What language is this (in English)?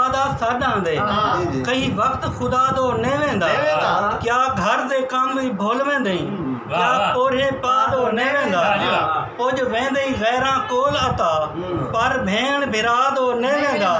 Saraiki